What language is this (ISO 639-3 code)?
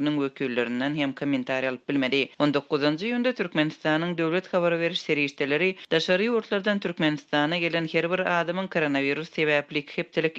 tuk